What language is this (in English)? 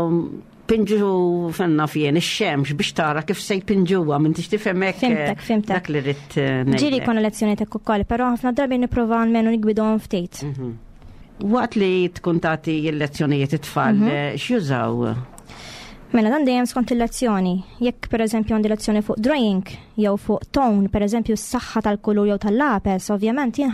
Maltese